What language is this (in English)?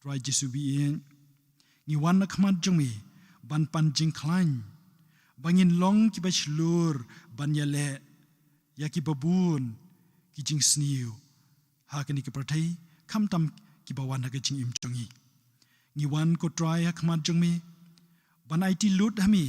Khasi